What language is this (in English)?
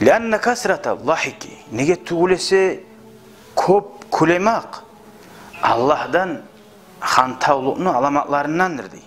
Kumyk